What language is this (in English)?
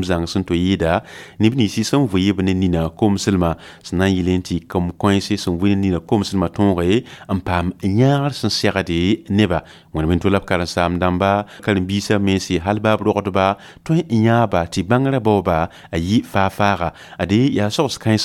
Mossi